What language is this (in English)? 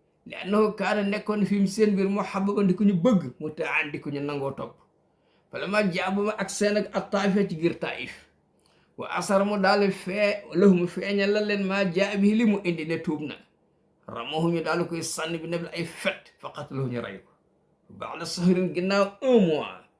Wolof